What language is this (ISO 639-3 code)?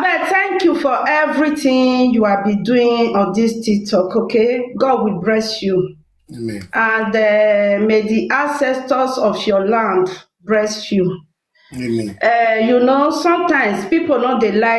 pcm